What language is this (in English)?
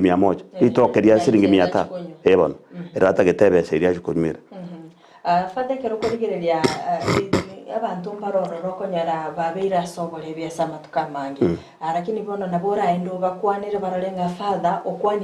Gusii